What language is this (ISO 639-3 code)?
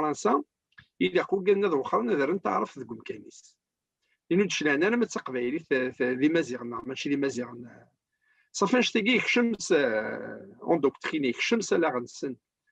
kab